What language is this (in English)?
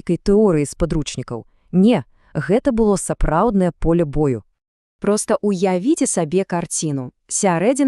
Belarusian